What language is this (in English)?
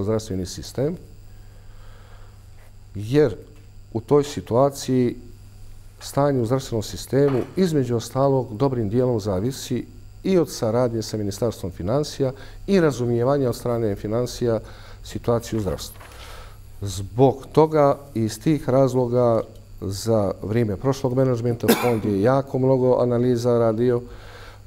Bosnian